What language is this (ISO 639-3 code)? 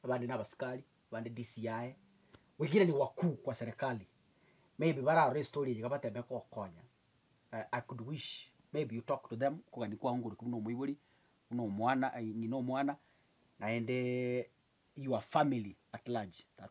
guz